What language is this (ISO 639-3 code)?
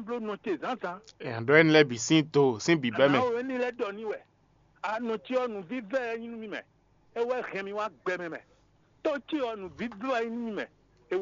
fon